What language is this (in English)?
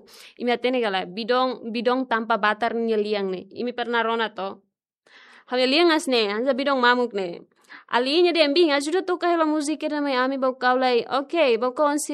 Tetum